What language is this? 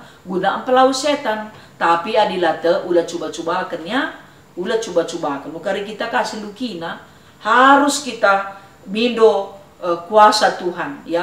Batak Karo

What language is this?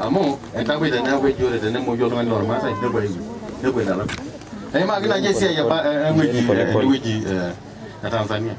Masai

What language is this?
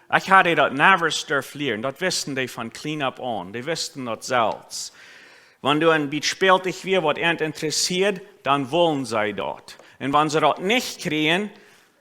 Plautdietsch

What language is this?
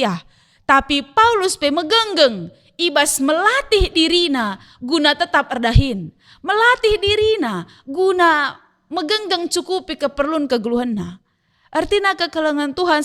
Batak Karo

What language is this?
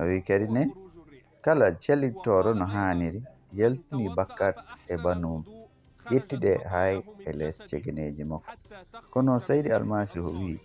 Fula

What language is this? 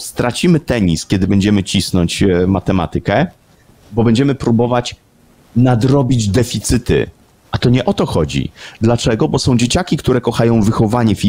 Polish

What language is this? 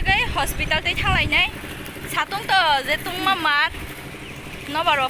Kok Borok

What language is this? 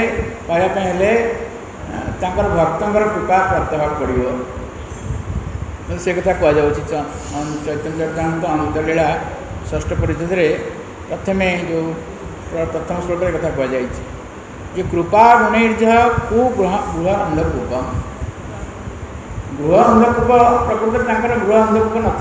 Odia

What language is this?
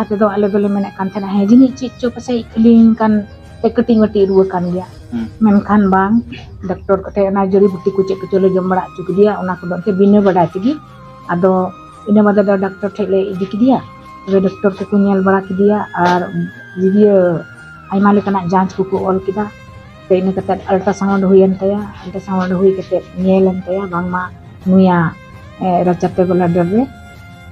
Santali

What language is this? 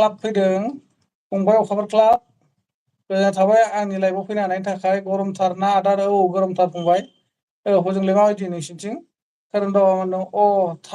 Bodo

